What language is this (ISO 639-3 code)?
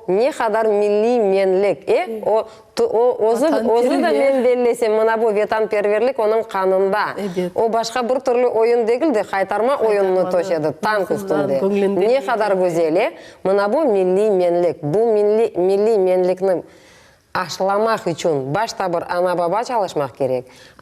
crh